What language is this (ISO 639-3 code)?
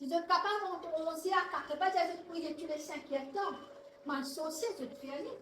mfe